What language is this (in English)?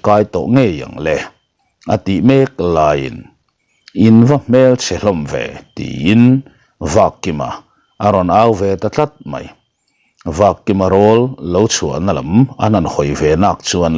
Mizo